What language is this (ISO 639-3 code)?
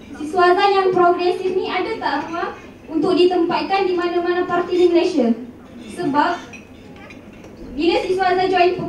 msa